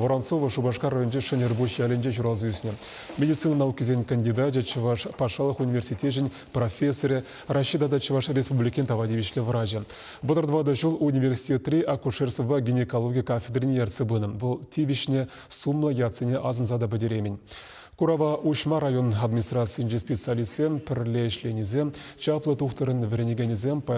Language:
Chuvash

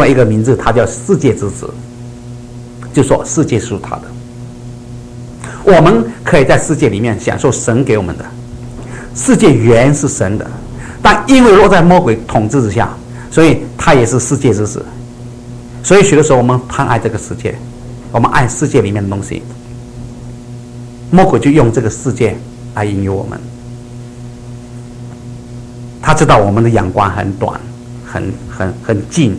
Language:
Chinese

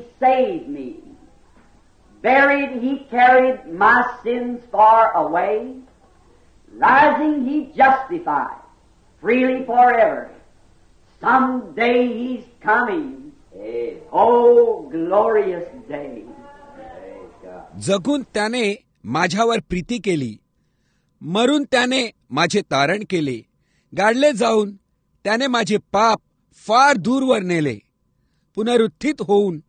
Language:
Marathi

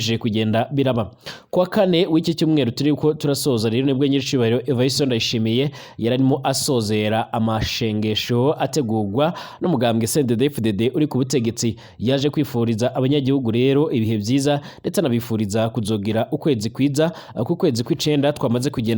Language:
Rundi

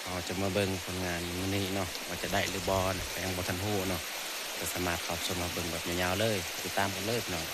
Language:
Northeastern Thai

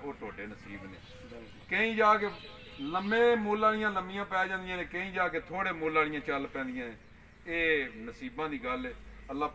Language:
Punjabi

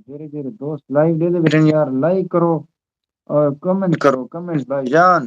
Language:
Saraiki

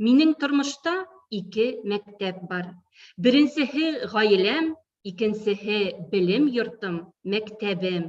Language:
Bashkir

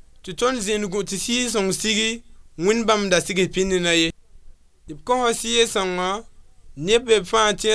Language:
Mossi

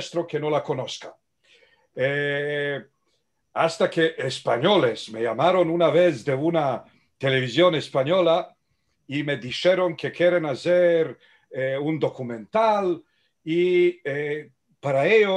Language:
Ladino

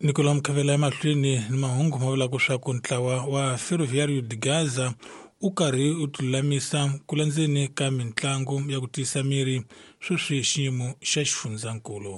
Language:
Tsonga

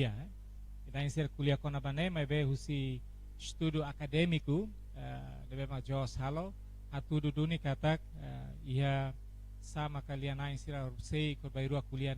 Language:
Tetum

